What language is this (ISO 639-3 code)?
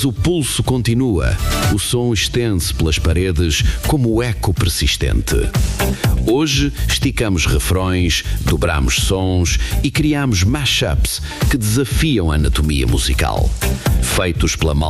por